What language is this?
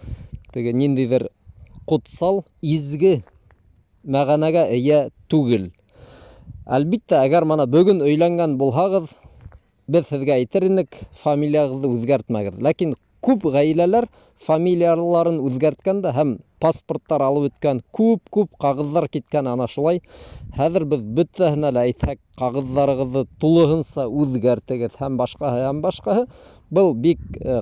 Bashkir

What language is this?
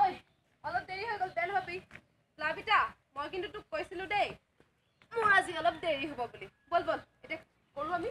Assamese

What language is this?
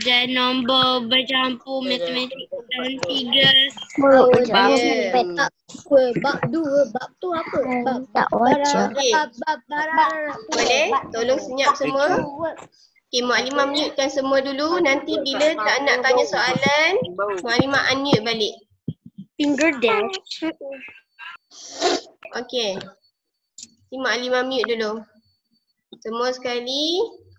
Malay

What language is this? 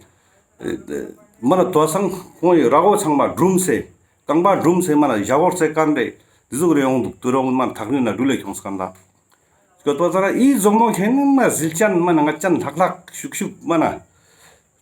Ladakhi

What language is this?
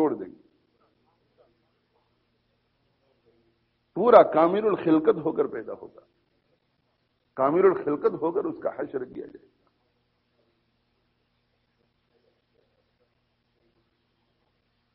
Urdu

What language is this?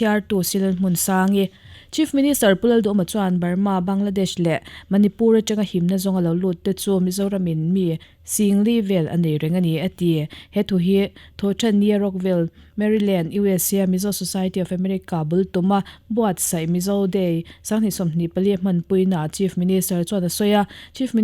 Mizo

